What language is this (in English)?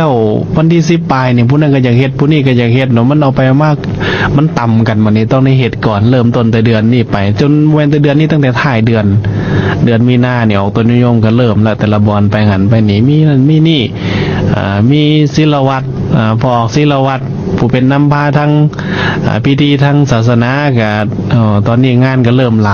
Lao